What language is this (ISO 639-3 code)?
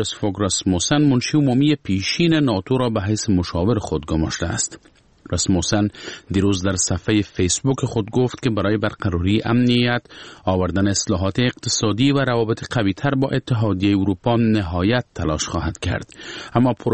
fas